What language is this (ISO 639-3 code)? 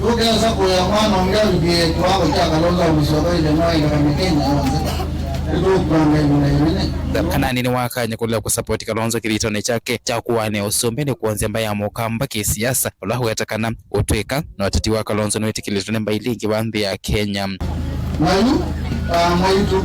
kam